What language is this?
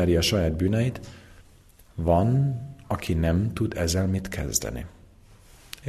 Hungarian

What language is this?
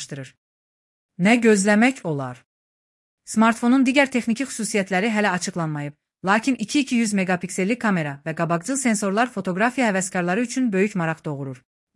Azerbaijani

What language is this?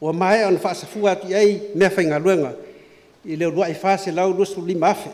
Samoan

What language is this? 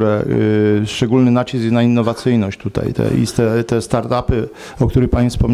Polish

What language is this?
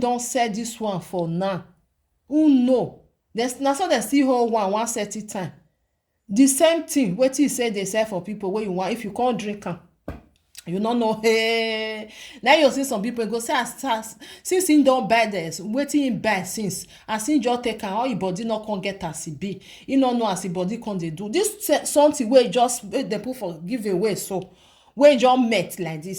Nigerian Pidgin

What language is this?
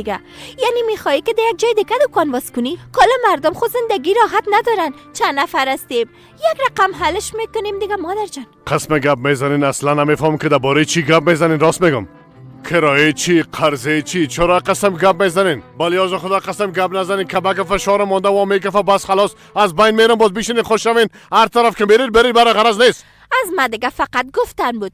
Persian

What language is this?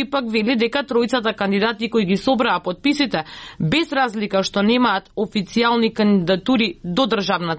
Macedonian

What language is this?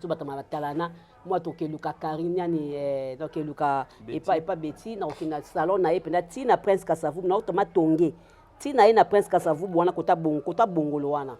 Lingala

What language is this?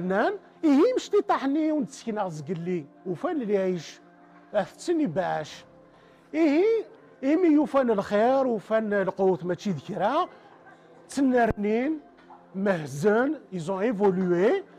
Kabyle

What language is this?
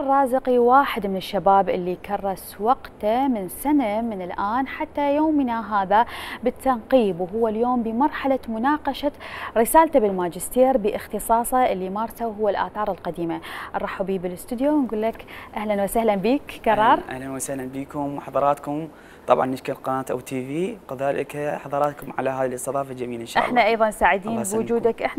Mesopotamian Arabic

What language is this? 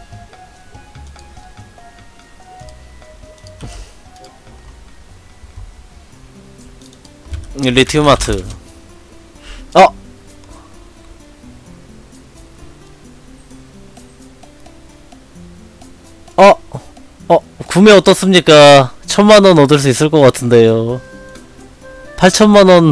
Korean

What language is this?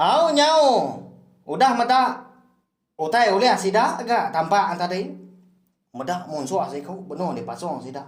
Iban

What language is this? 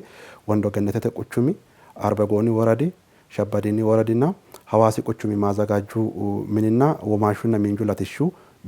Sidamo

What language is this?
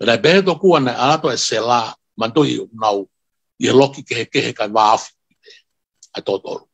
Tongan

